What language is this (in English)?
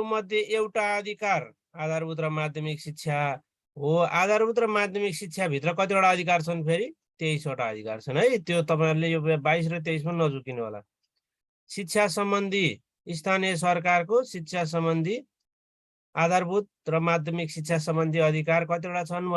Nepali